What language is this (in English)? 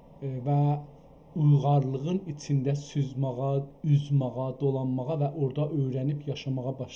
South Azerbaijani